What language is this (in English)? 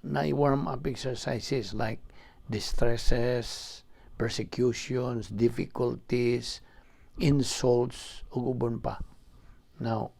Cebuano